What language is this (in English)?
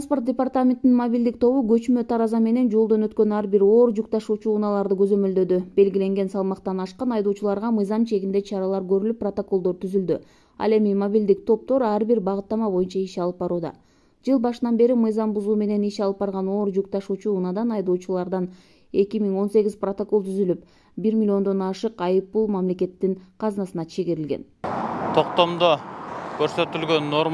Kyrgyz